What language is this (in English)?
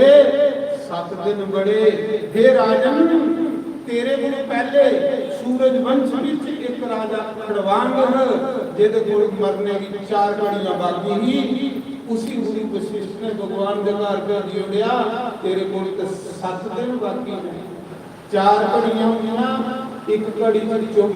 Dogri